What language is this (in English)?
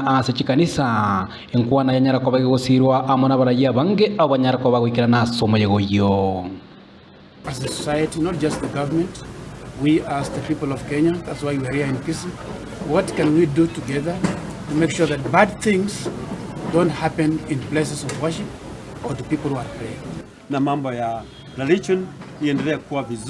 Gusii